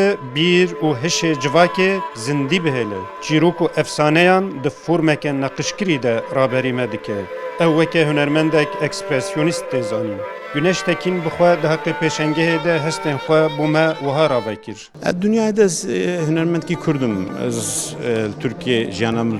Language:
Kurdish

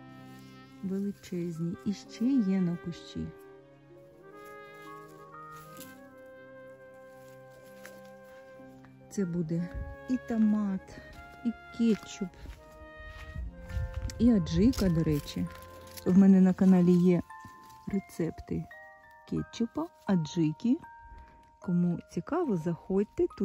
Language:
Ukrainian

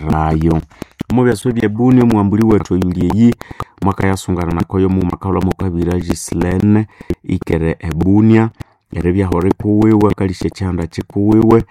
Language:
Nande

